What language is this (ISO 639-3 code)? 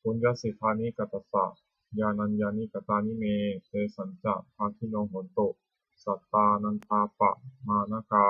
pli